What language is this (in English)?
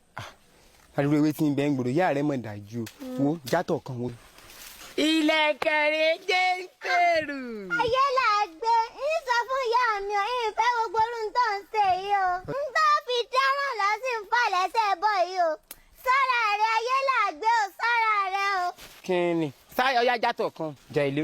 Yoruba